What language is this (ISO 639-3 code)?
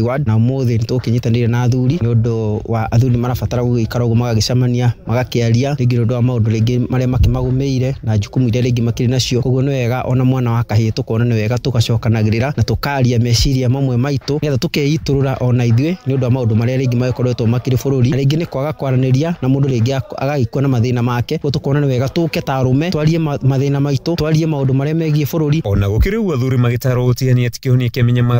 kik